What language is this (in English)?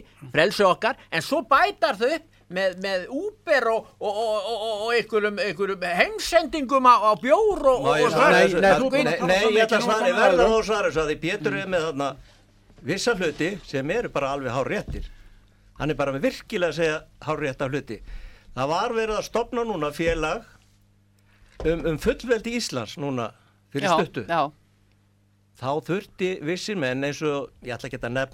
Icelandic